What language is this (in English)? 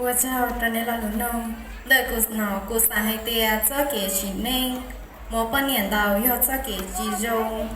Hmong